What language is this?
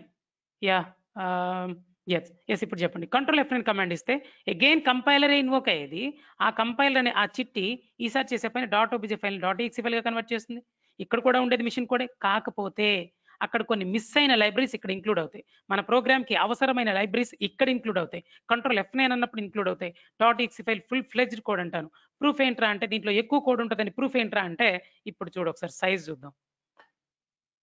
Telugu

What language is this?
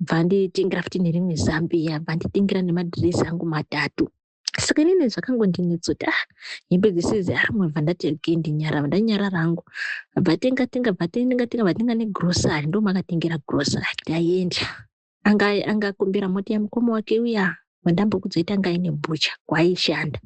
Shona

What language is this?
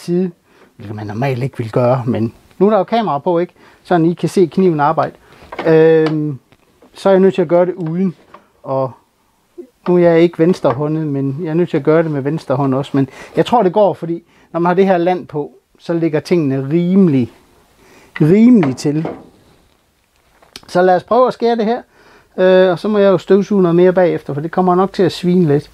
Danish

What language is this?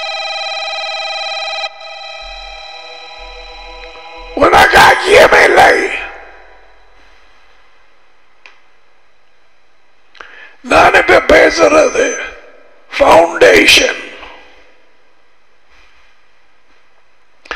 Tamil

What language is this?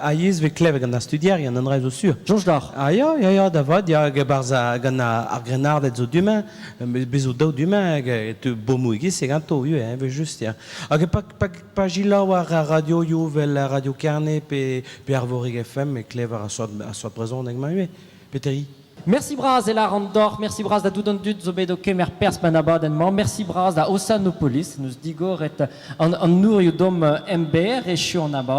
Breton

